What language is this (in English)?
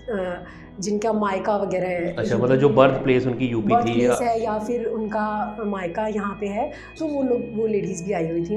Hindi